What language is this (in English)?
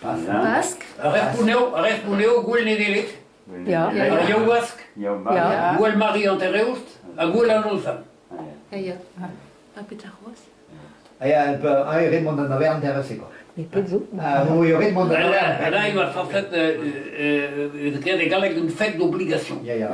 Breton